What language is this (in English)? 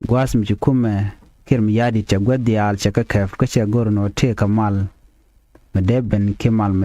Nuer